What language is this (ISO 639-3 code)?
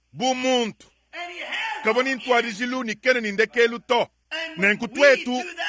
lua